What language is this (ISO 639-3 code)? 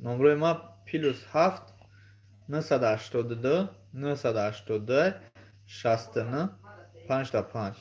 tgk